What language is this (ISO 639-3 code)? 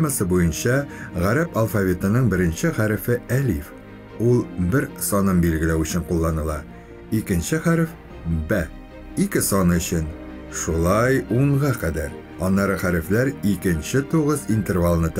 tat